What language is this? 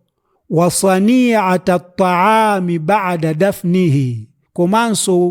Nyanja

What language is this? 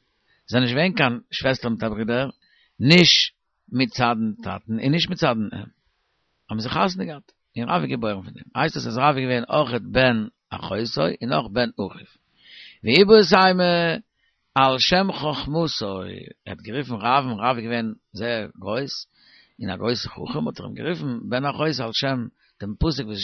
Yiddish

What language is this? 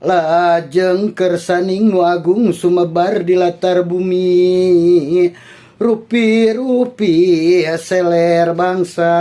Sundanese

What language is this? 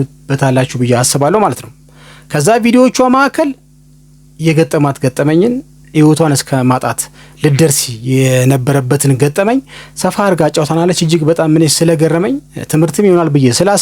Amharic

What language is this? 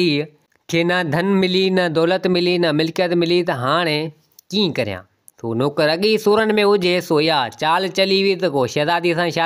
Sindhi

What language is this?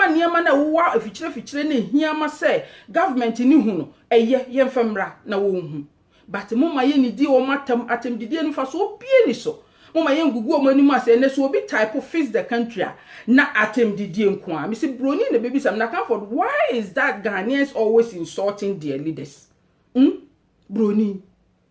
Akan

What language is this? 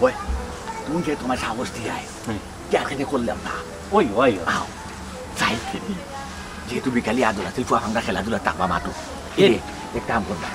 Sylheti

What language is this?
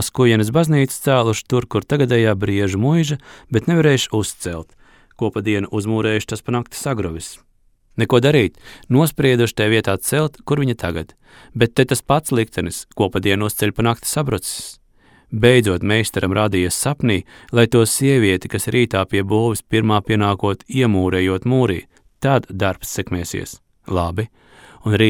Latvian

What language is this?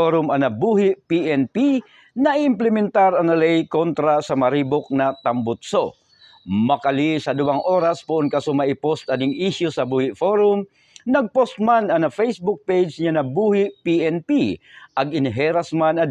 Buhi'non Bikol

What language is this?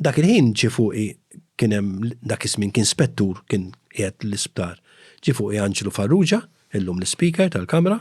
Maltese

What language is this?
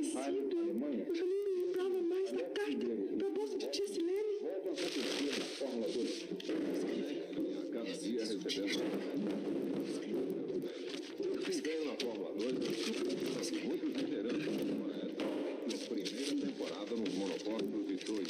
Portuguese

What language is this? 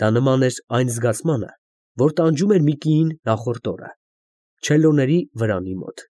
Armenian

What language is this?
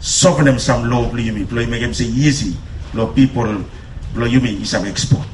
Bislama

